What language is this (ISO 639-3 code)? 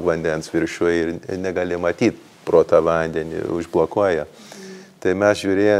lit